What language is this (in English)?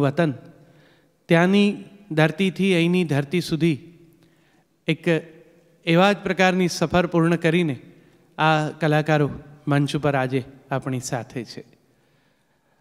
Gujarati